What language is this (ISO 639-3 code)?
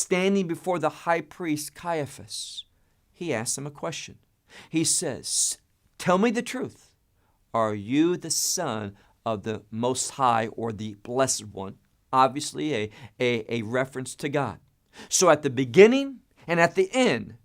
eng